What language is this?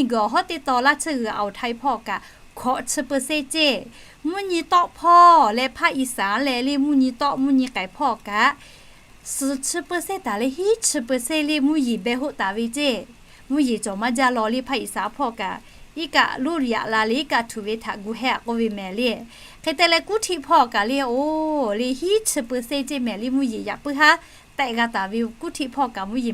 Lahu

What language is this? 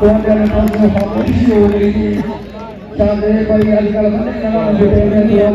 Saraiki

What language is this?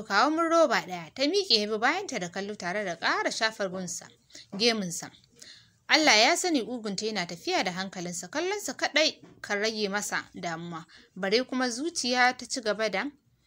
Hausa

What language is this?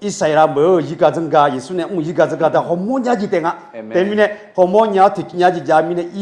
Akha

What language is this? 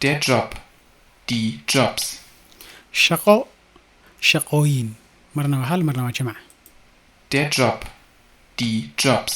Somali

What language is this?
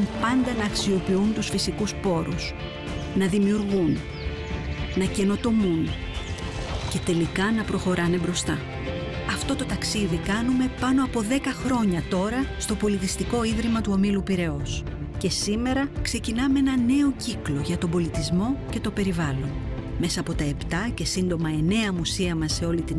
Greek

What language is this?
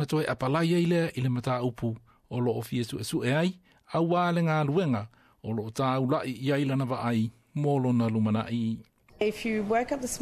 Samoan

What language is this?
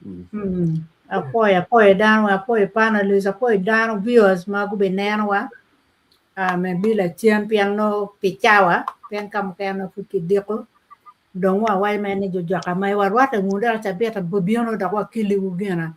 Acoli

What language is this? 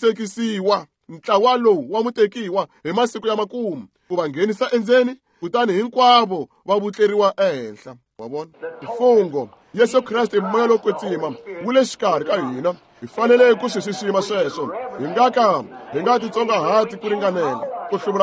Tsonga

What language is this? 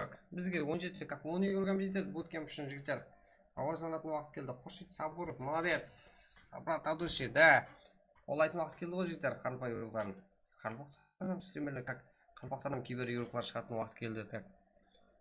Kara-Kalpak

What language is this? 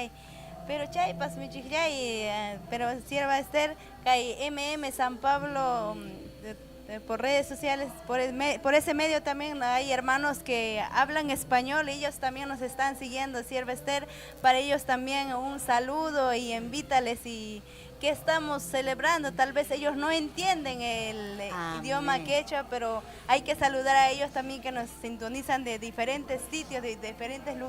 Ayacucho Quechua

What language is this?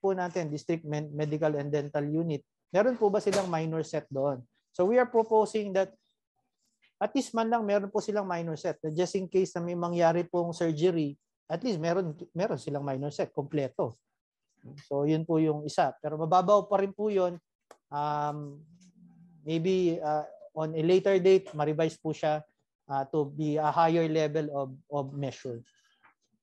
Filipino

